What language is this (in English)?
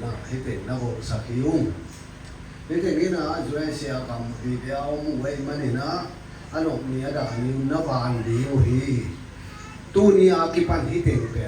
Tedim Chin